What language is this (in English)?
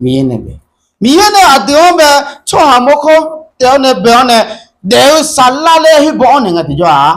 Akha